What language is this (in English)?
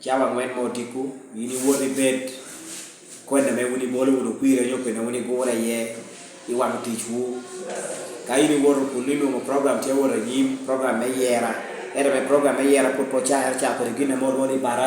Lango (Uganda)